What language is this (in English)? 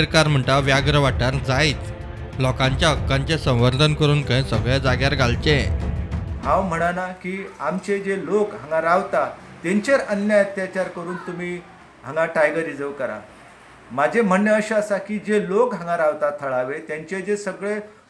Konkani